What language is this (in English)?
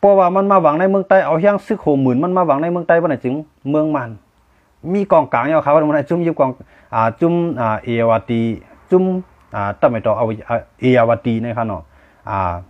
Shan